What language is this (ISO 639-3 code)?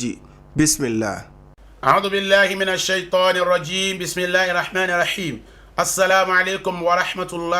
yor